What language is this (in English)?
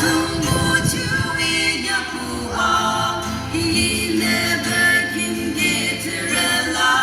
Yimchungru Naga